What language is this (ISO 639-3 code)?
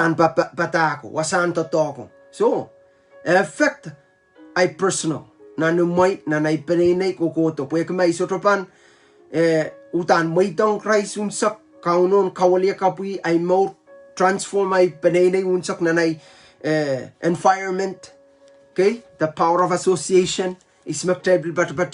pon